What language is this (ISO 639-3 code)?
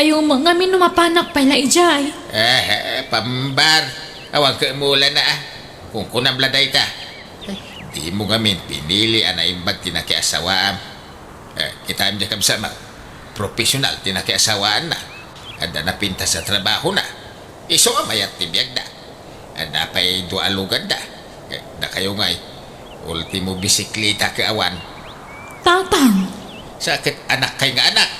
ilo